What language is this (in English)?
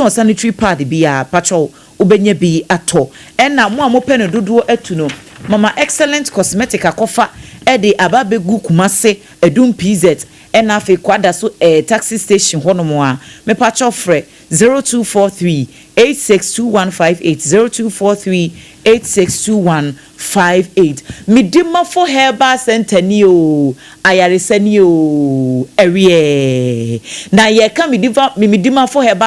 Akan